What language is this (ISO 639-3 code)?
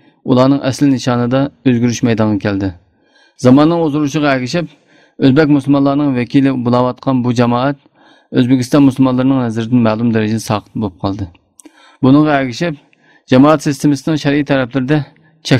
uig